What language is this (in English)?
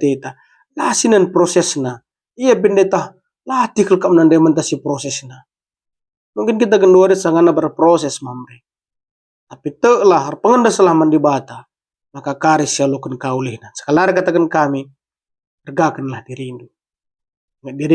Batak Karo